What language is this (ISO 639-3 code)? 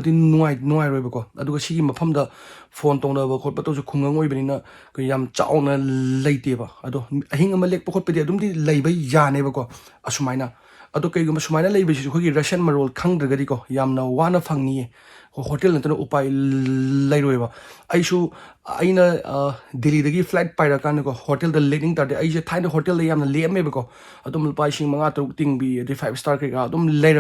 mni